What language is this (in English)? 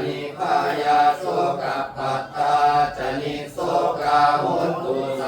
Pali